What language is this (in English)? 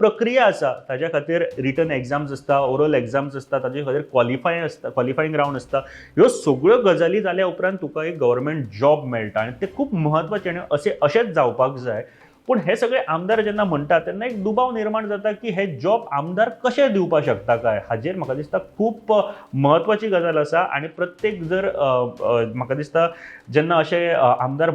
Konkani